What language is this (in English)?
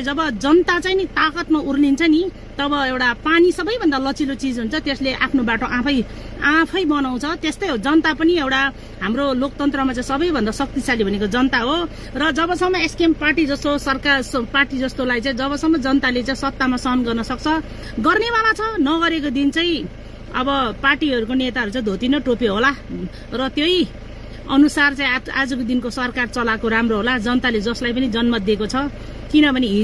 Nepali